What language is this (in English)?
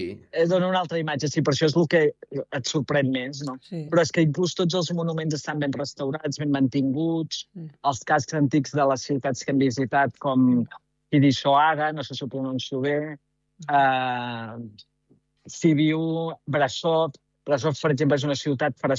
Catalan